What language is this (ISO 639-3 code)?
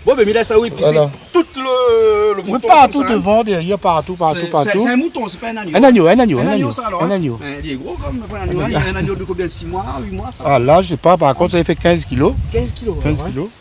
rcf